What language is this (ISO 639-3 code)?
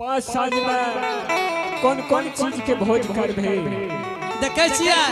anp